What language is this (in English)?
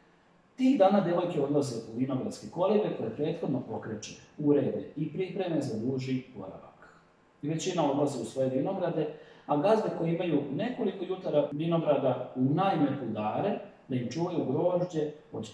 Croatian